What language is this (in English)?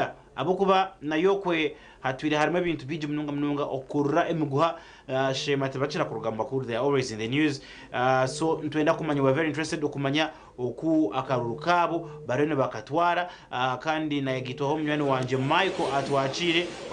Nyankole